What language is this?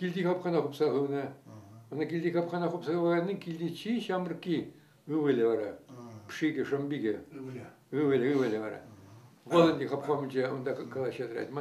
Chuvash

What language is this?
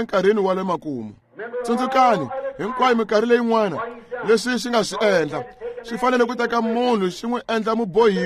Tsonga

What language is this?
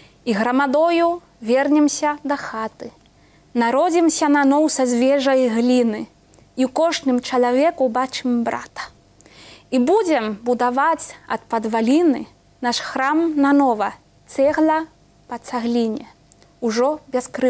Belarusian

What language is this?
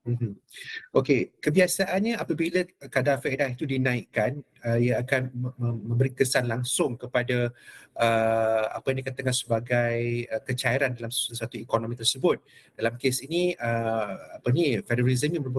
Malay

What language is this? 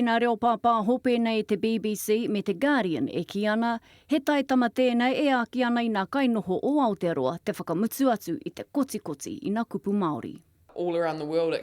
Māori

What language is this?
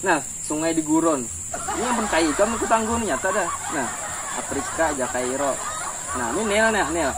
Banjar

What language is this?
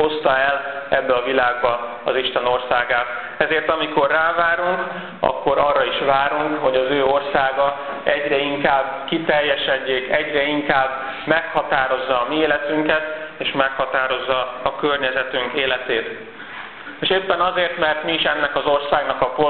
Hungarian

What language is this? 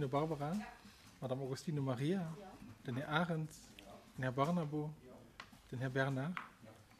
Luxembourgish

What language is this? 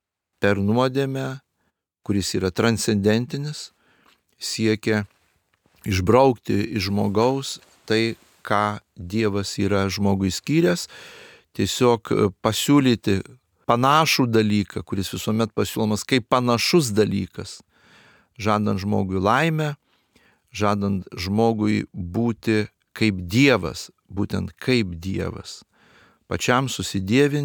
Lithuanian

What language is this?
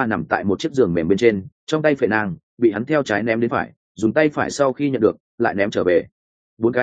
Vietnamese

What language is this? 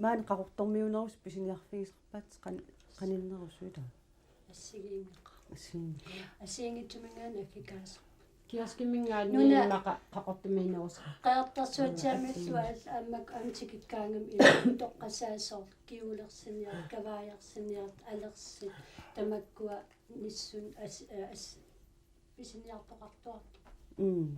Kalaallisut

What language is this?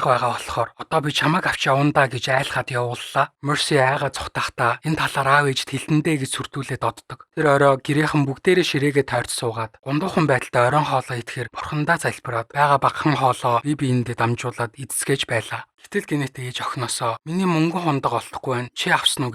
Mongolian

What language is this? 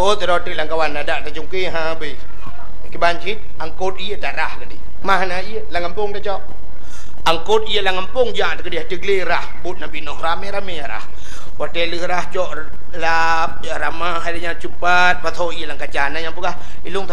Achinese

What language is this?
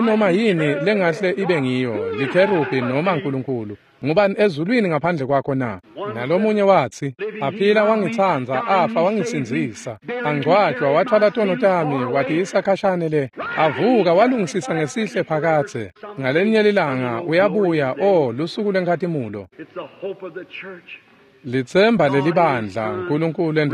Swati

